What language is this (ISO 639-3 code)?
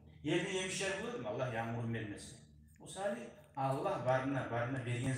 kum